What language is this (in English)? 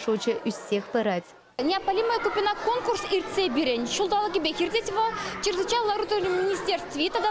Chuvash